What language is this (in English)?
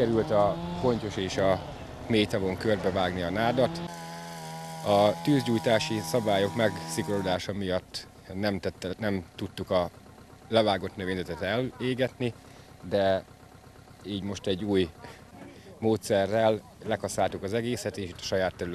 Hungarian